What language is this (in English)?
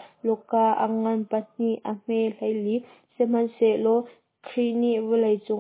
Hakha Chin